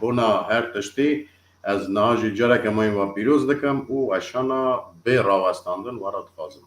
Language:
Kurdish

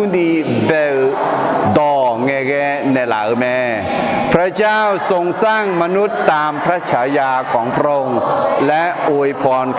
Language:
Akha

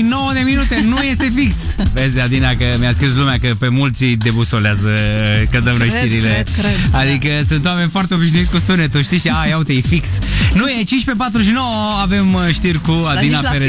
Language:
Romanian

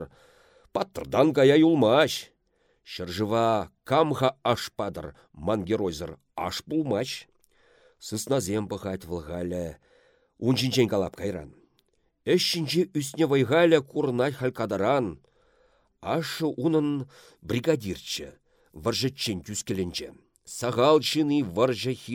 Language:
Chuvash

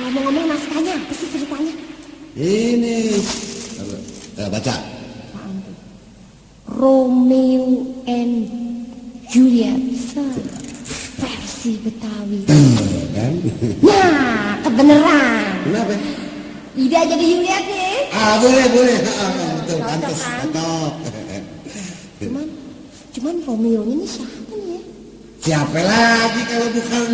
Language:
Betawi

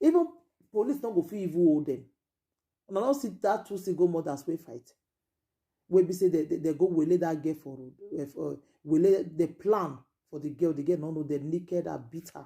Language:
Nigerian Pidgin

